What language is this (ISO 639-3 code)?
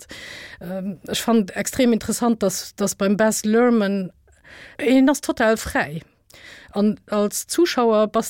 ltz